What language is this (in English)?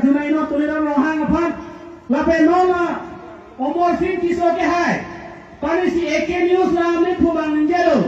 Karbi